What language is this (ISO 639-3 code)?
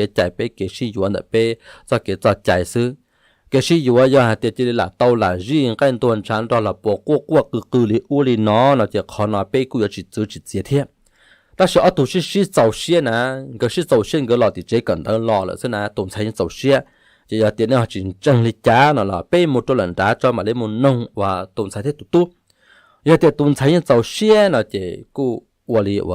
hmn